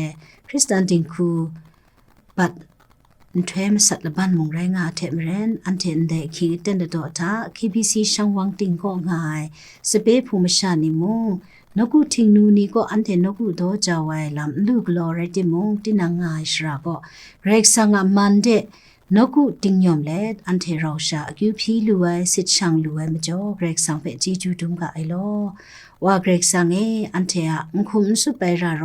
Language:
Kachin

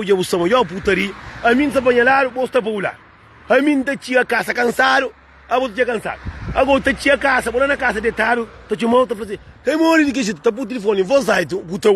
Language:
Kabuverdianu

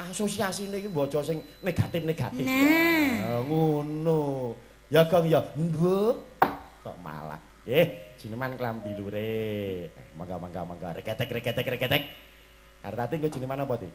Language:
Javanese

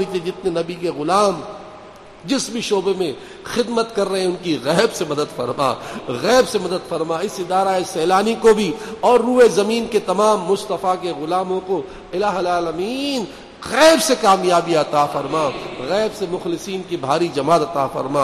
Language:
Urdu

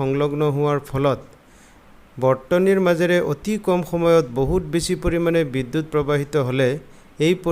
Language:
Assamese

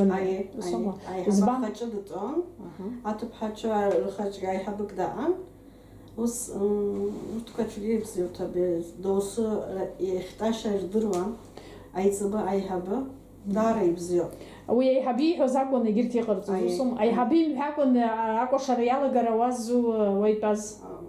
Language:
Abkhazian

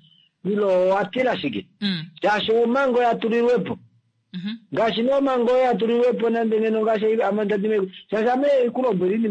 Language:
Kuanyama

